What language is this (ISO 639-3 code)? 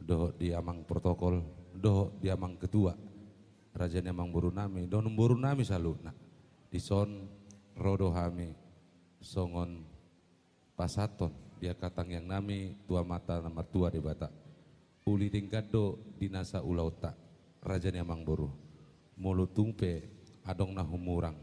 bbc